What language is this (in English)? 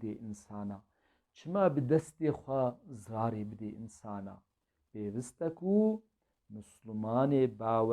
Kurdish